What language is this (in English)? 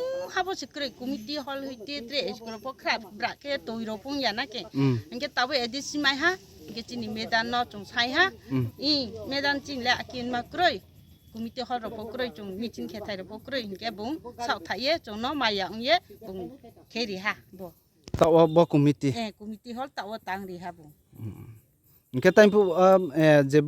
Riang (India)